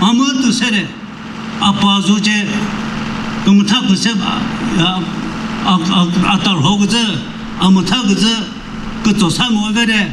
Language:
Chokri Naga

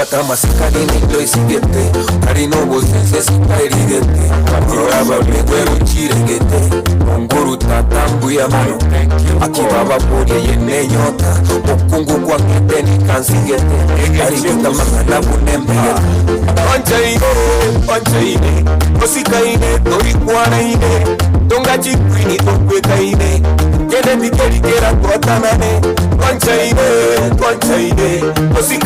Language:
Gusii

